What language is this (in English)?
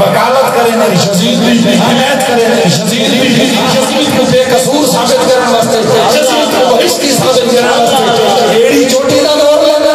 Saraiki